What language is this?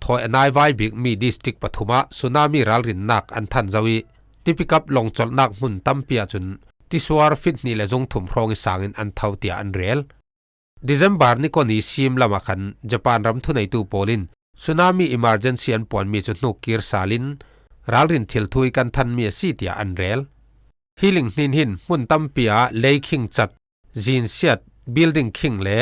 Falam Chin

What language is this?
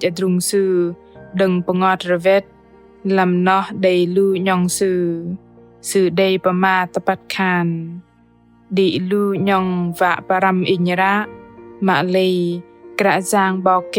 Bahnar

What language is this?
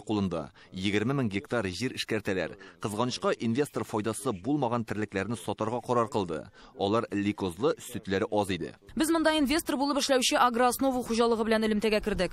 Tatar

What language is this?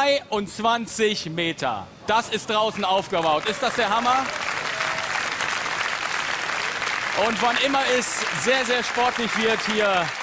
German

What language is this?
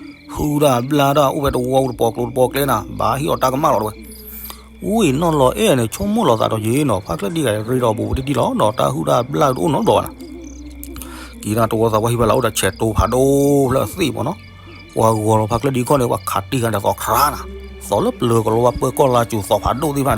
S'gaw Karen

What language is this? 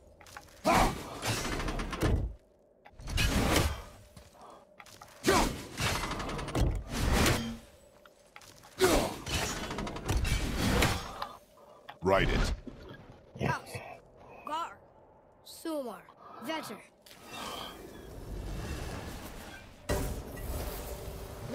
English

